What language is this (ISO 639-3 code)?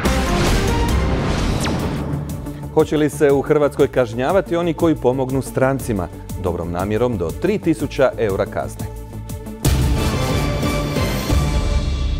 hrv